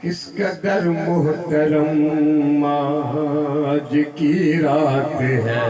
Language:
Saraiki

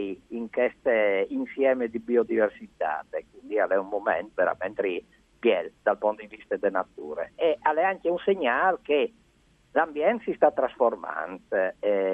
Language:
Friulian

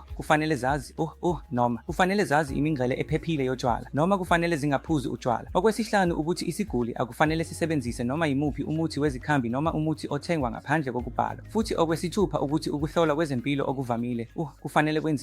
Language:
Zulu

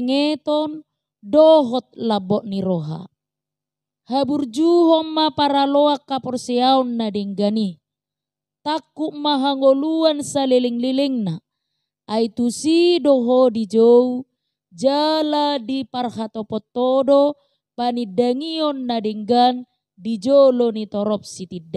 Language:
Batak Toba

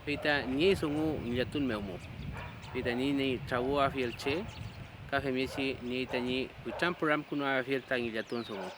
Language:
Mapuche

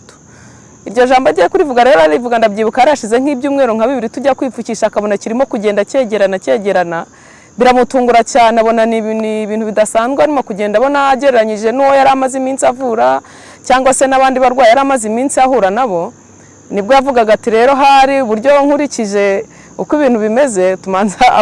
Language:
Kinyarwanda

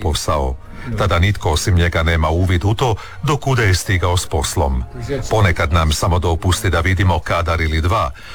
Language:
Croatian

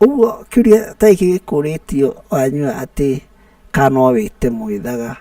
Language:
Kikuyu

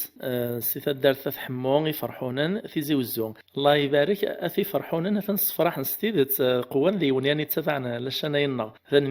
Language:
Kabyle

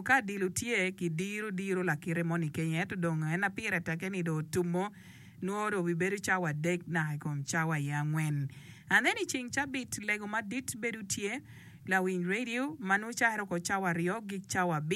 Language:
Acoli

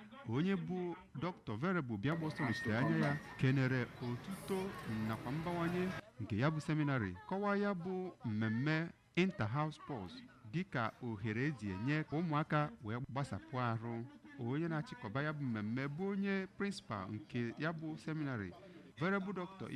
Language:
Igbo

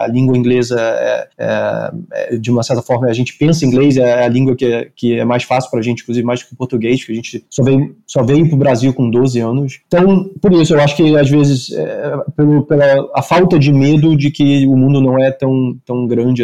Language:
Portuguese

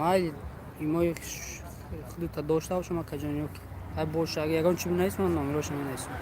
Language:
Tajik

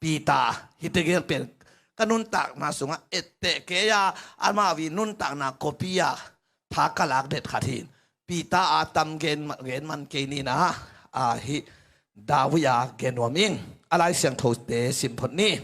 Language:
Tedim Chin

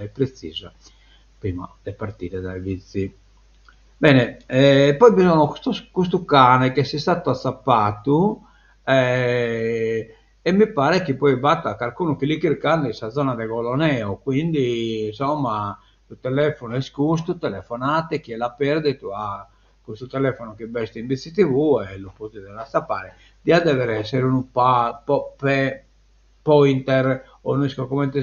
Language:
Sardinian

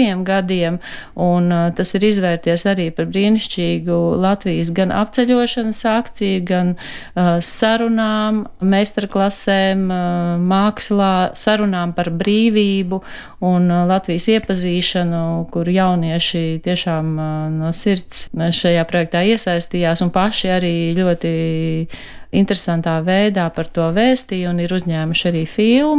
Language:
Latvian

